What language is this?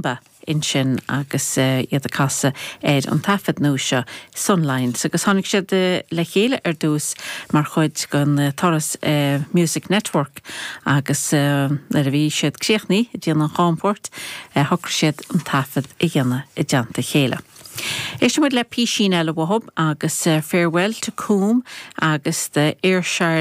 Irish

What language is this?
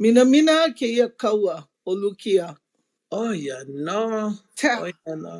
Hawaiian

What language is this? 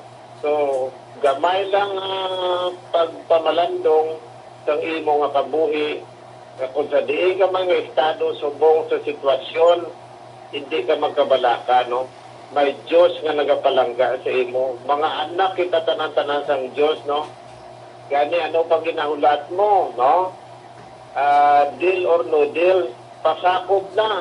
Hiligaynon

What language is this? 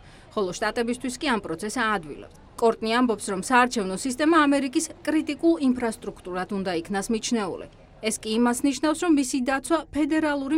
Georgian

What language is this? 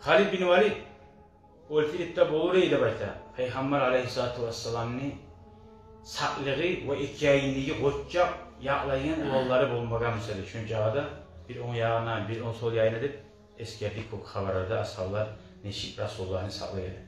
Kumyk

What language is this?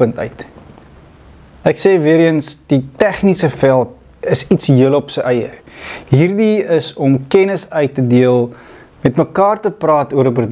Afrikaans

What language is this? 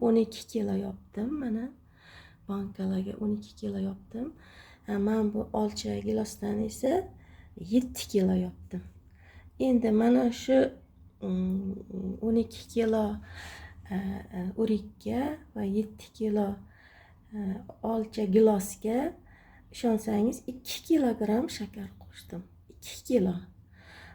Uzbek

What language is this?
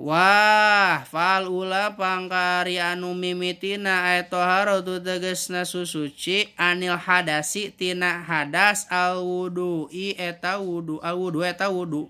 Sundanese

